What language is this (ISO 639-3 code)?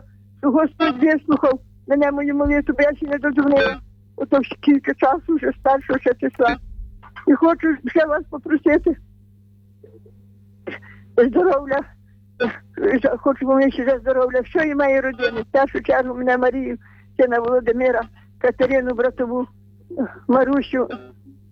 ukr